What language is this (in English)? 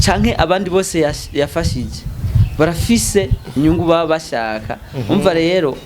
Rundi